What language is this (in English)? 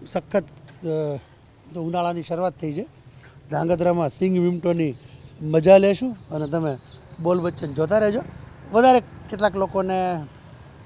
Gujarati